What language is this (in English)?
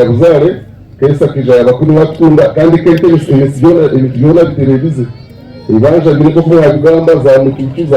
Nyankole